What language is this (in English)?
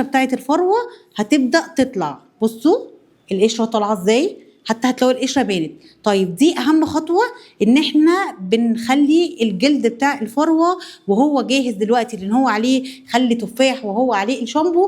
Egyptian Arabic